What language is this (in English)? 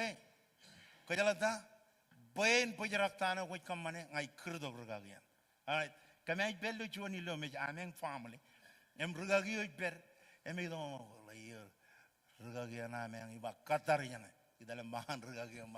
Marshallese